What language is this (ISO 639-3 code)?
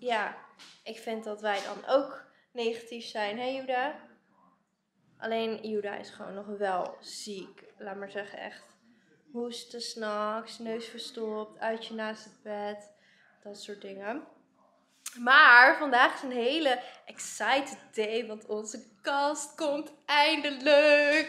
nld